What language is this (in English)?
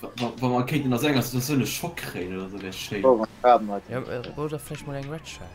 Luxembourgish